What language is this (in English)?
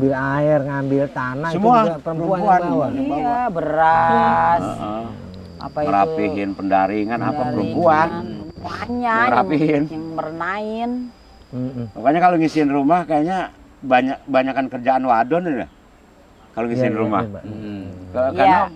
Indonesian